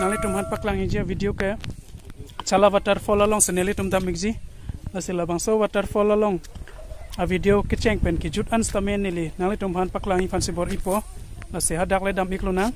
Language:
Karbi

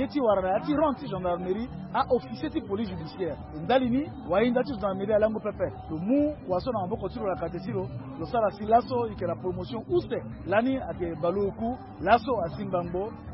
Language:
Sango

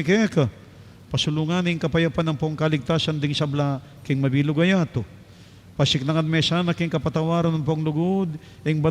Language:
Pampanga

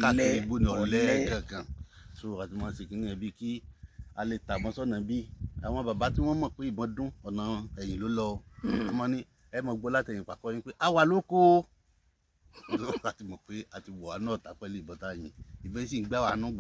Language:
Yoruba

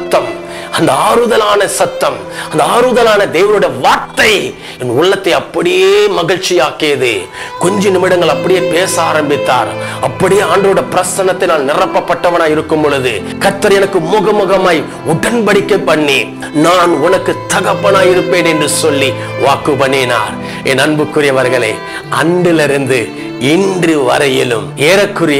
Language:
Tamil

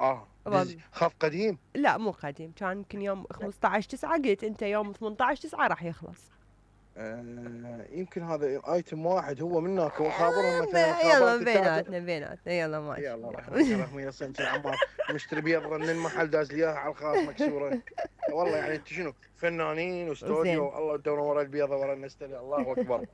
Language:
Mesopotamian Arabic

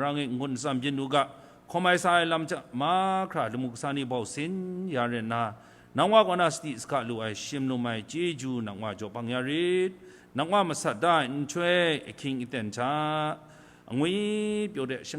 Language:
Kachin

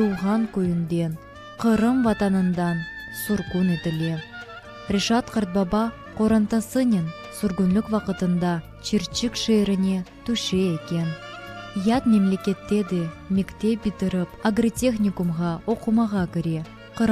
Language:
Crimean Tatar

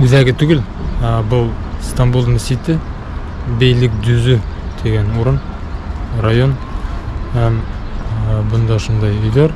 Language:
Bashkir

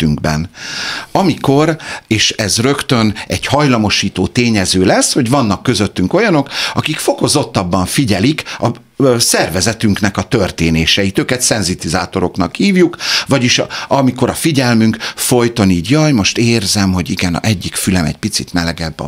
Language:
Hungarian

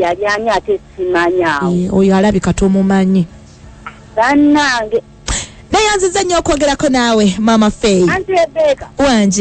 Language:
Ganda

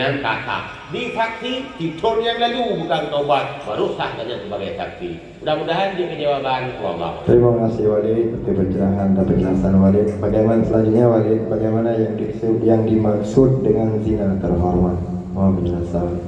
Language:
Achinese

